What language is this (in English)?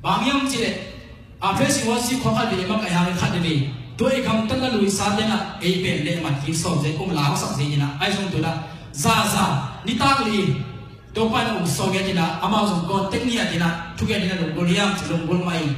Tedim Chin